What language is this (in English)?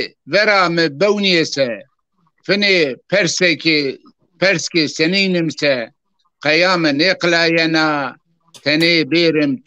Zaza